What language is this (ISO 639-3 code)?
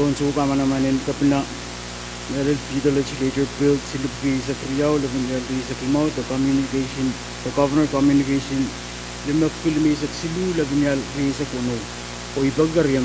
pon